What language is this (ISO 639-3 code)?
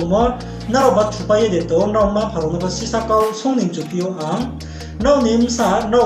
ria